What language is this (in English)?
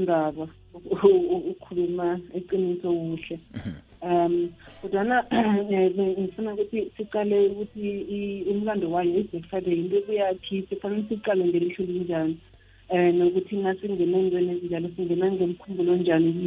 South Ndebele